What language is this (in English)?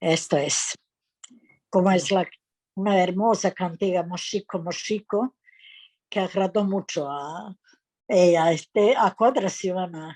Ladino